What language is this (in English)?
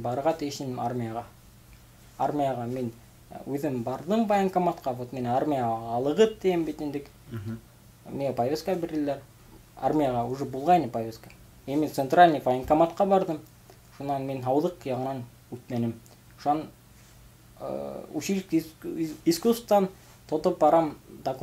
Bashkir